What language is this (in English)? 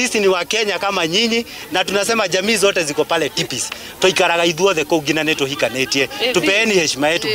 Kikuyu